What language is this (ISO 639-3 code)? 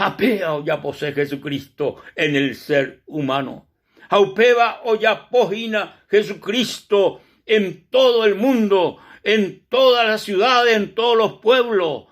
grn